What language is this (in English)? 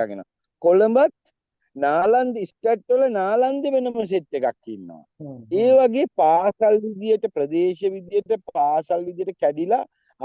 Sinhala